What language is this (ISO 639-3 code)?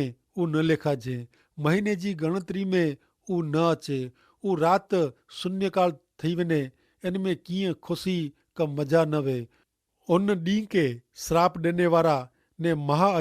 kfr